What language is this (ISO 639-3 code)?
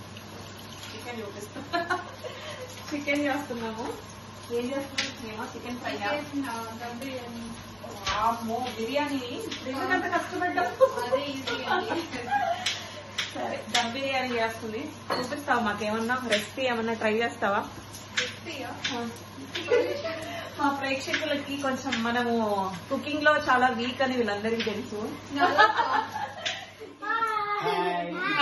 tel